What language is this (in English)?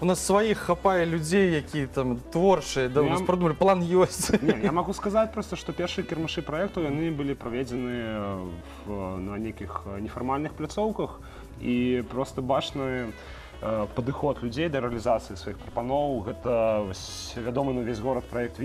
Belarusian